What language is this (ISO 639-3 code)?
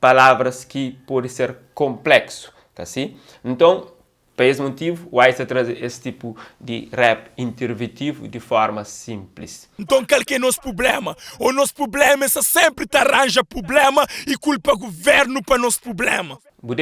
kea